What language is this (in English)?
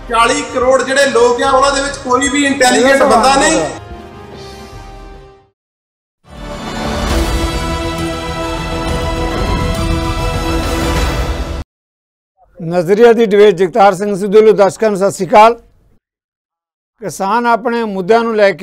Punjabi